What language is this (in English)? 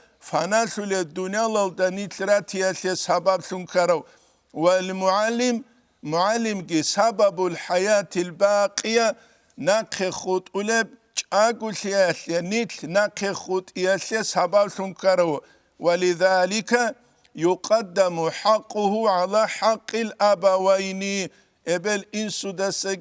Avaric